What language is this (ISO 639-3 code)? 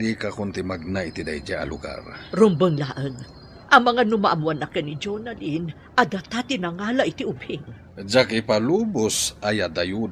ilo